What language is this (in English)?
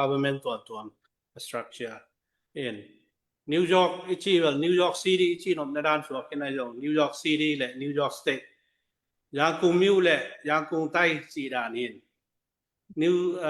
Tedim Chin